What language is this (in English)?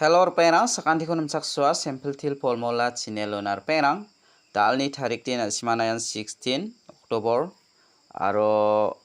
Garo